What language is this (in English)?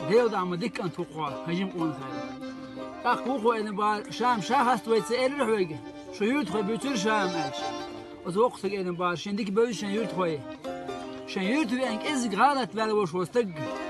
Chechen